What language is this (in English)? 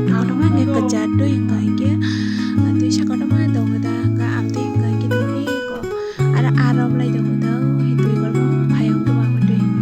Kok Borok